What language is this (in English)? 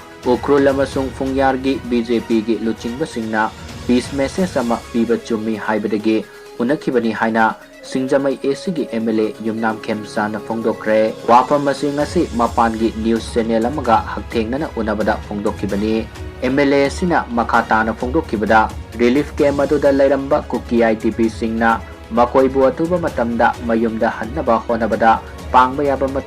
Manipuri